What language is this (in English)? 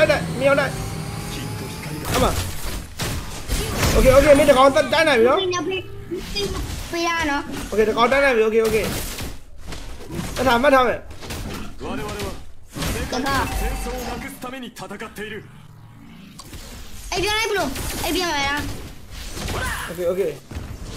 Burmese